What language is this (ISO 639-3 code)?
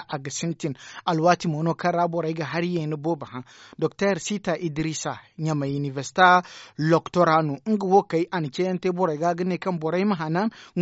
dje